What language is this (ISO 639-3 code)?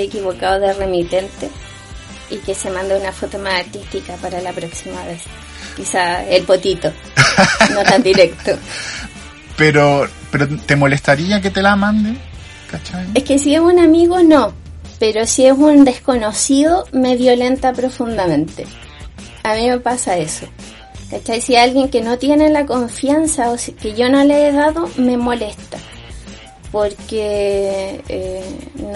spa